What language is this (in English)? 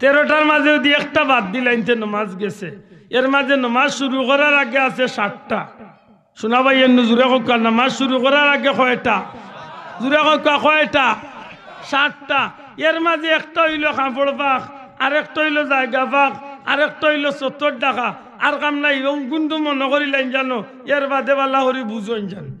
Sylheti